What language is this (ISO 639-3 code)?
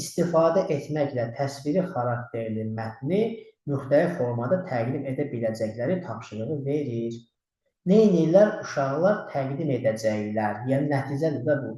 aze